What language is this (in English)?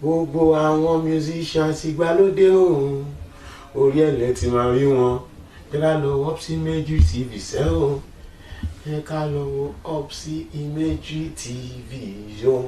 Yoruba